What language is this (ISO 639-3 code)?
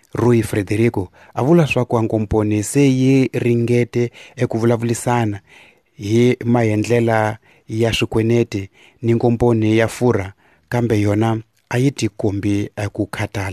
tso